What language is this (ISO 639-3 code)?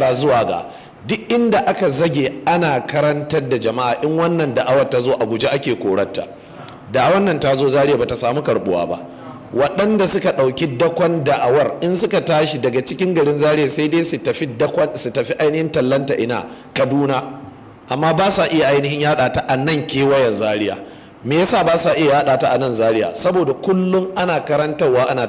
hau